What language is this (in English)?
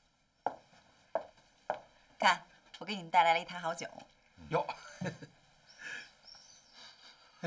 Chinese